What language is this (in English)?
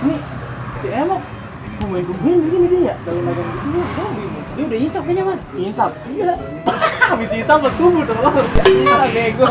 Betawi